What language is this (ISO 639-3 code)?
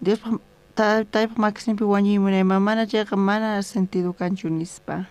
quh